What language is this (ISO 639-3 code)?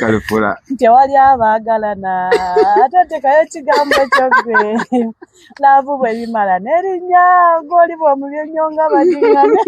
lug